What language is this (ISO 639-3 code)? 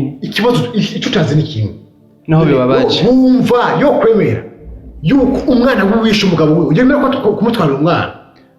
run